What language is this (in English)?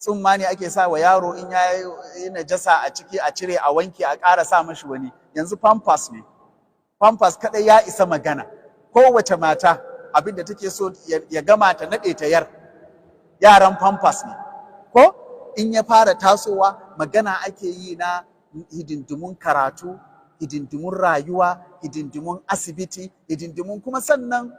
Hausa